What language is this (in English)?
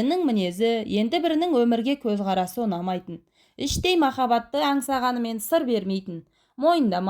Kazakh